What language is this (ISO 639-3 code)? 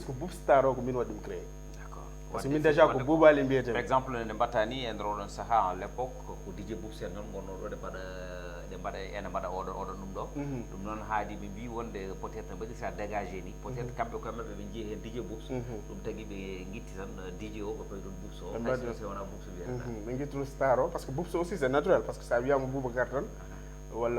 ful